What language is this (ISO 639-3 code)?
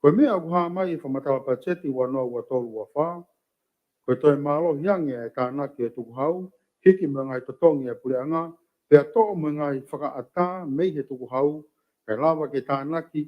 ton